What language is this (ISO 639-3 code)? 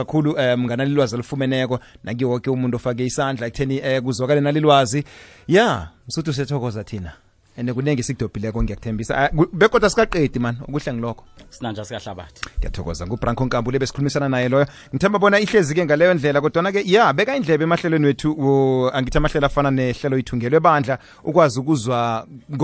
nbl